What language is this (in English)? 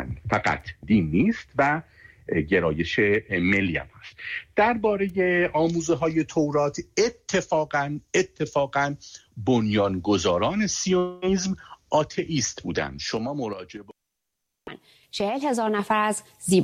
Persian